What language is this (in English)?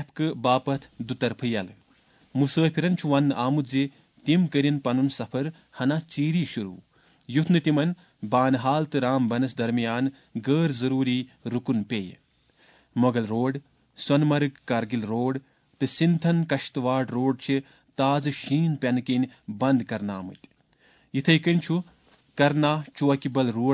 Kashmiri